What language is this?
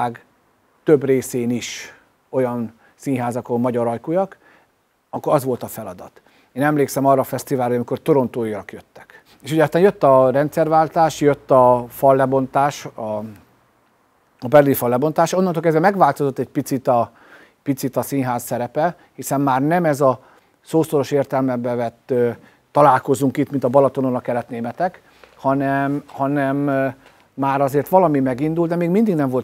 Hungarian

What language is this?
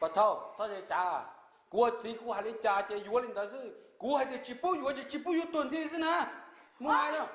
Hmong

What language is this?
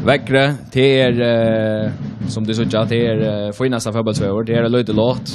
Faroese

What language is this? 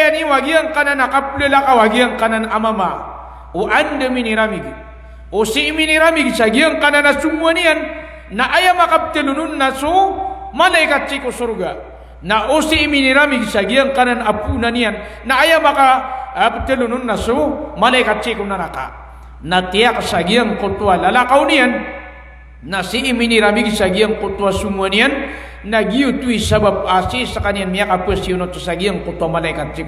Maranao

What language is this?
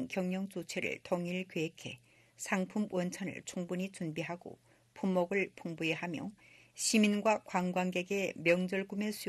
Korean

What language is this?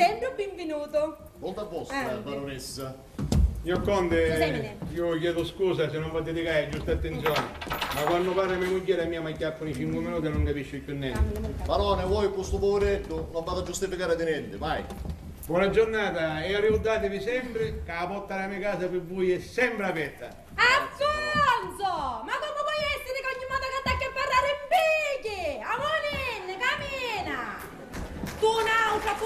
Sicilian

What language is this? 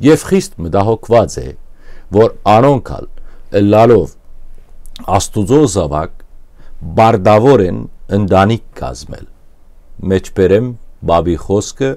Western Armenian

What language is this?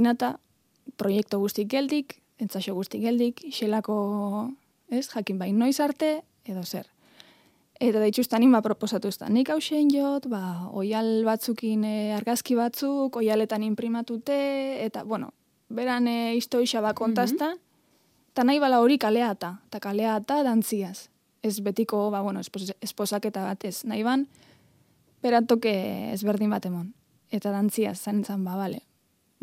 Basque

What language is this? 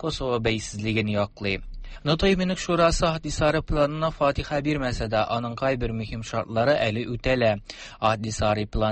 Tatar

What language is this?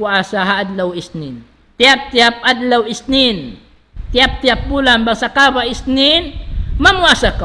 Tausug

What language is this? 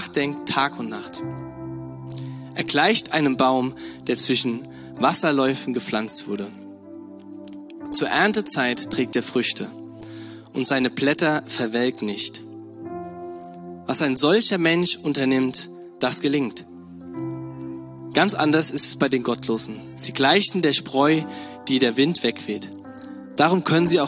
German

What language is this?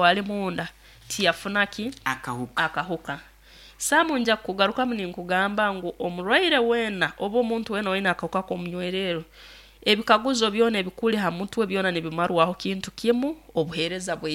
Nyankole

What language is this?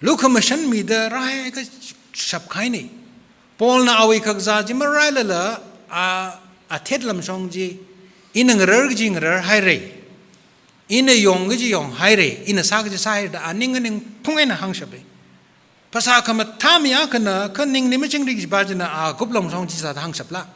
Tangkhul Naga (India)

